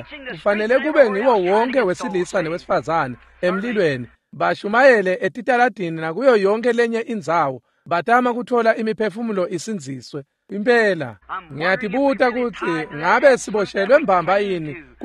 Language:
Swati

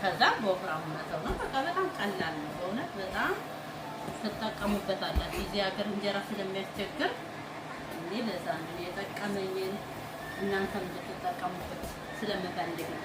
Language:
Amharic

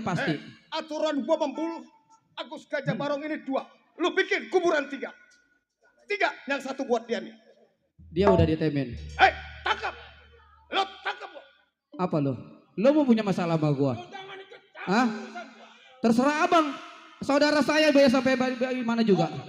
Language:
Betawi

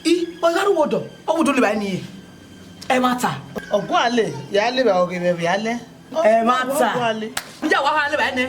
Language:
Bini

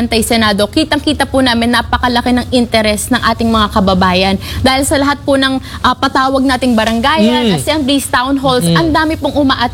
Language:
Filipino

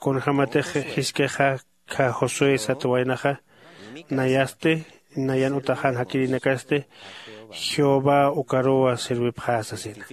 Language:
Aymara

